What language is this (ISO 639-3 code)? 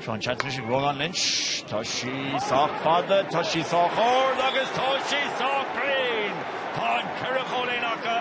gle